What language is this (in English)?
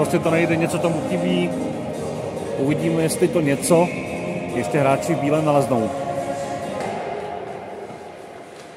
Czech